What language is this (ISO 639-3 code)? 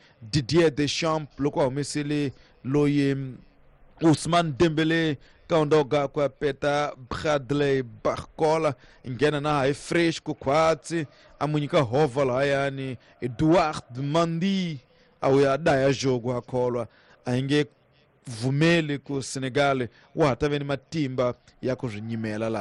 tso